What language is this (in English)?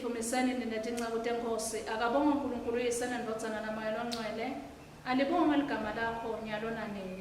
Swati